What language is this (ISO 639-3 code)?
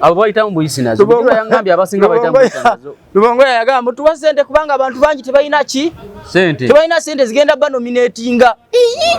lug